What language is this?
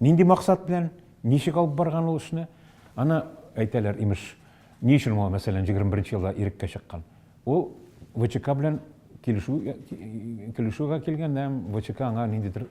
Tatar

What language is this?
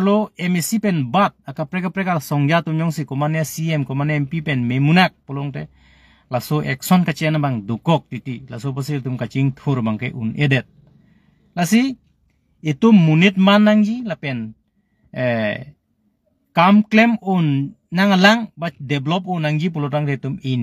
Karbi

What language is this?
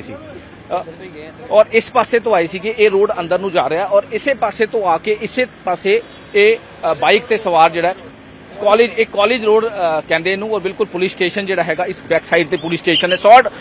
Punjabi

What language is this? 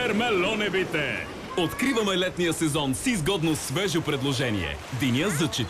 Bulgarian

